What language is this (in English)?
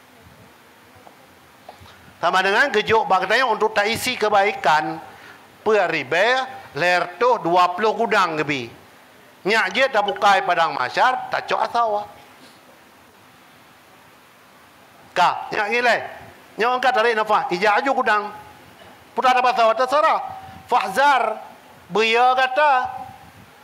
Achinese